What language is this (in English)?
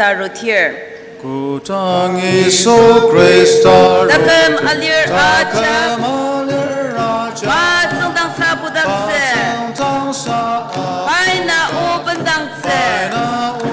Ao Naga